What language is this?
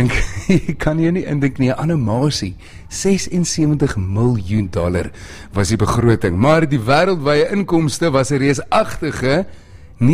Afrikaans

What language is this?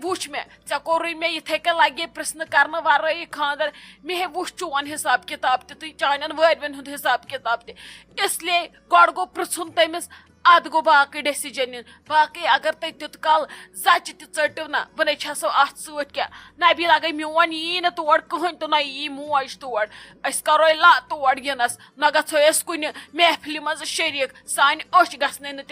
Kashmiri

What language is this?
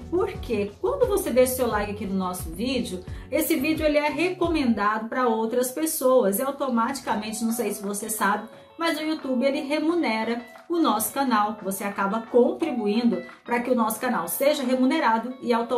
Portuguese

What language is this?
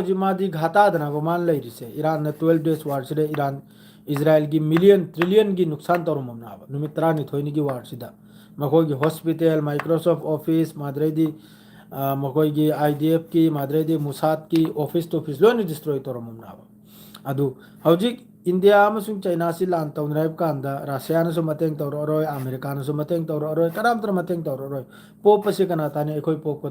Manipuri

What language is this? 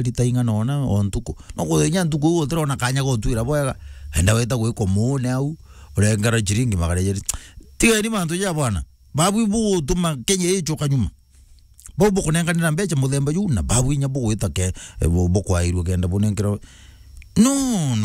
Meru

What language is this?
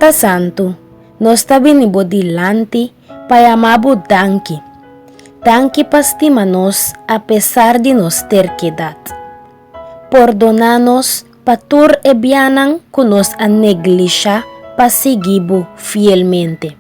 Papiamento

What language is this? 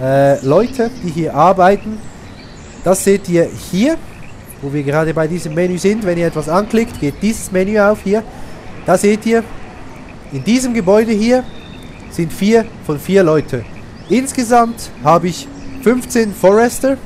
Swiss German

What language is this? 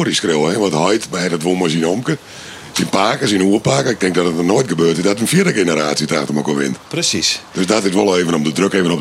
Western Frisian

